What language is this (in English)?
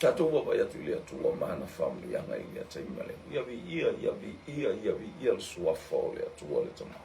Samoan